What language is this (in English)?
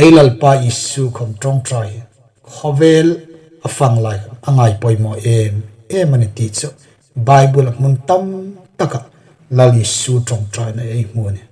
Hmar